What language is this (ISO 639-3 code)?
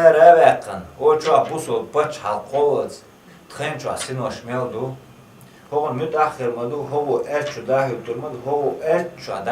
che